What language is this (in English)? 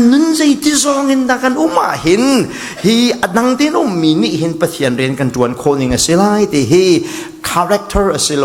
Falam Chin